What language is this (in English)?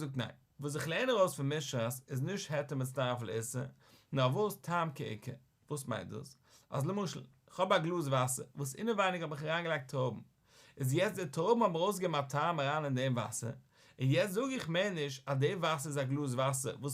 Yiddish